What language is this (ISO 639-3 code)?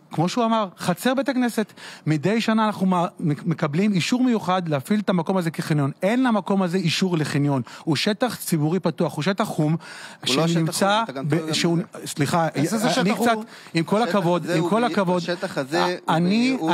heb